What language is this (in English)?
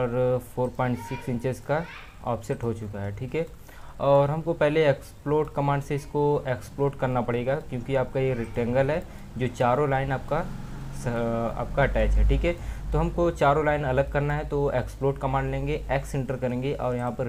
Hindi